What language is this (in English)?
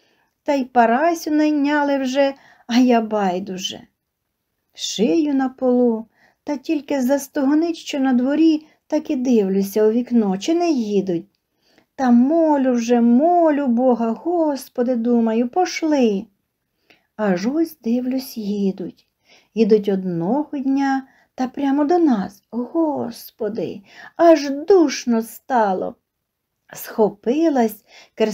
Ukrainian